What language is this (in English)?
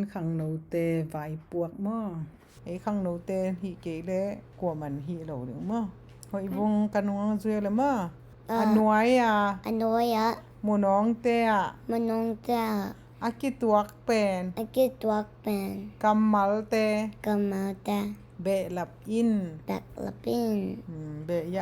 Tedim Chin